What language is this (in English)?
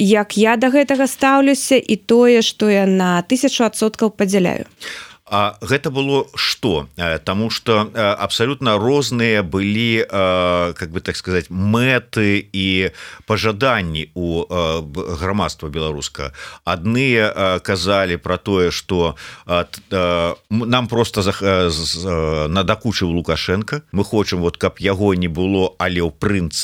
Belarusian